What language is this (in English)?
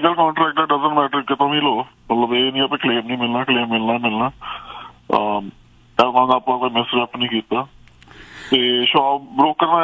Punjabi